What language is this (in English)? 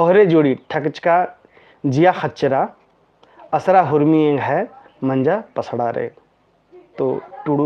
Kurukh